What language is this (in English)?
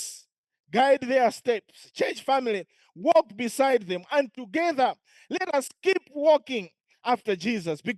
English